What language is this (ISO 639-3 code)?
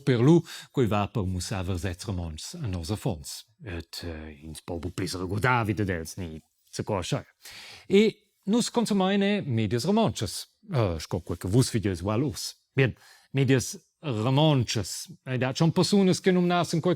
roh